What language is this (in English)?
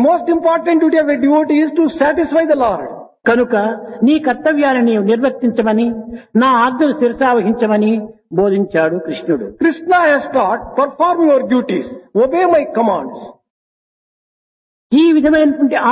Telugu